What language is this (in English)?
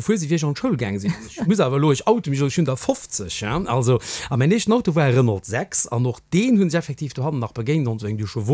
Luxembourgish